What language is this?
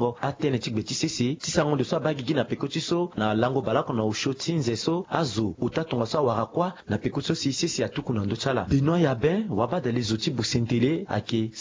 Sango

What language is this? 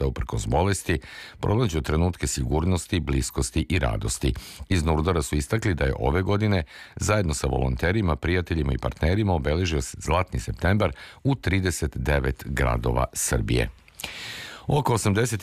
Serbian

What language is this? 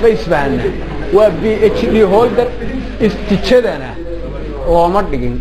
Somali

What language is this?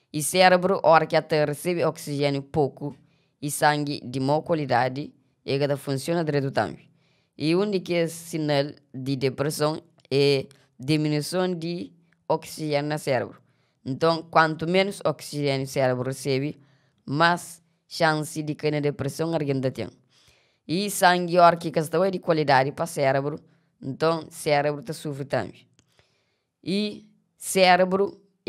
Kabuverdianu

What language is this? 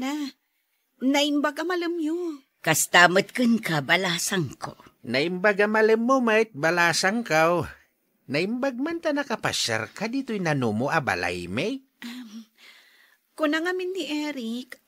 Iloko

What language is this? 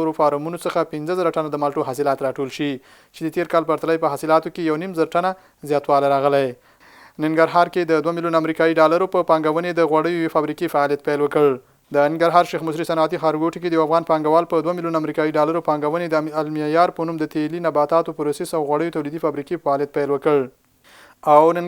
Pashto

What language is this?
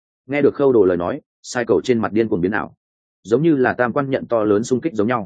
Vietnamese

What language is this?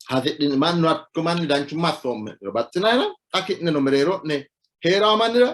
Sidamo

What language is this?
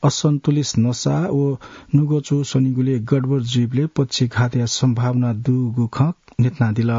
Newari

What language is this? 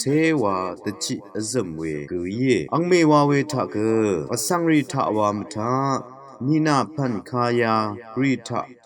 Rawang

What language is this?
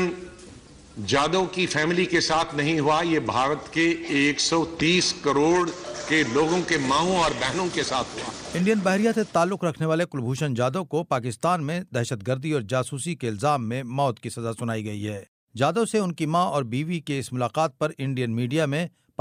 Urdu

